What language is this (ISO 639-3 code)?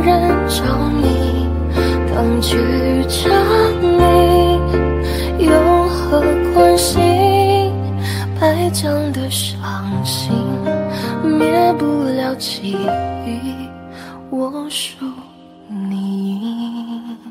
zho